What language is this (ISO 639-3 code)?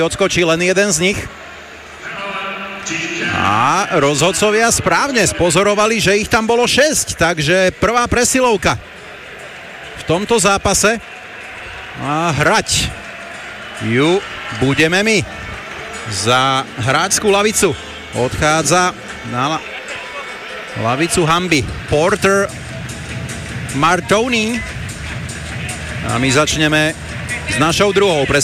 slk